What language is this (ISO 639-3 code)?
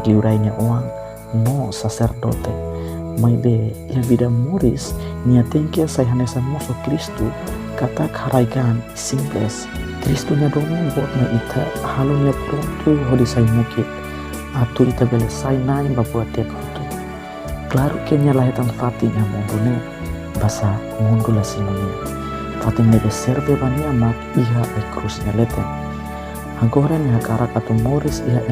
tet